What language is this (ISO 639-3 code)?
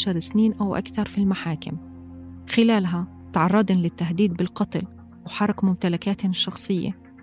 apc